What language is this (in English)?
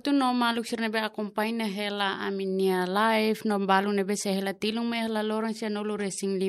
Tetum